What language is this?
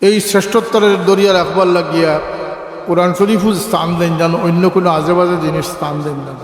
Sylheti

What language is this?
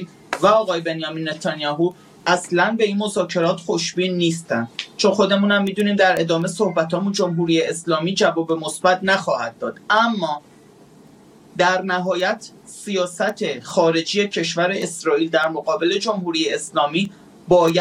Persian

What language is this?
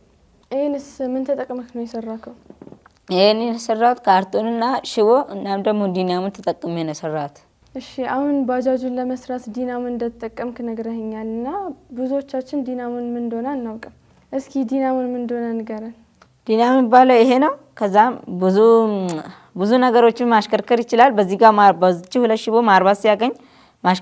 Amharic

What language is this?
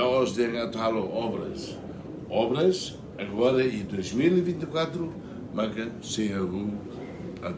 Tetum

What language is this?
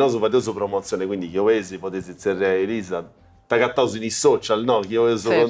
Sardinian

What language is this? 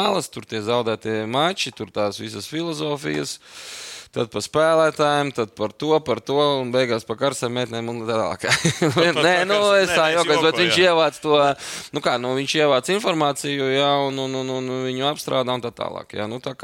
Latvian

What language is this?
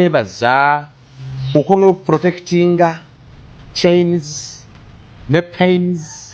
Ganda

